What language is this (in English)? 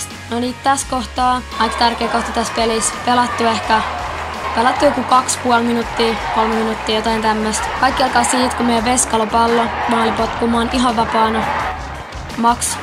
Finnish